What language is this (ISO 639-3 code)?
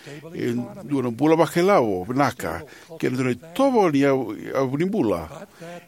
fij